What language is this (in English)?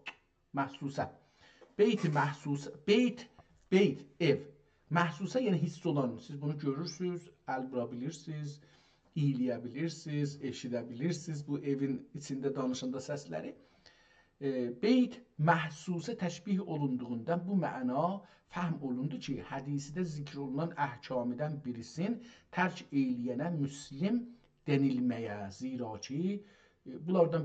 South Azerbaijani